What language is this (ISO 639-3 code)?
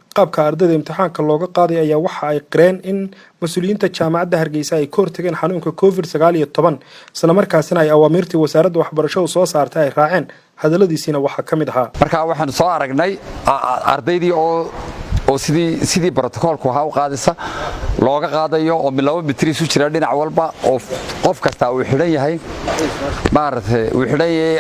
som